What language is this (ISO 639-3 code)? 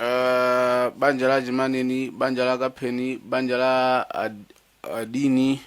nya